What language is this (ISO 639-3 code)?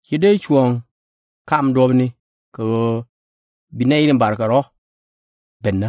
nus